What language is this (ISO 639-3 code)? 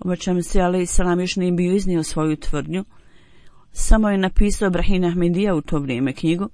bos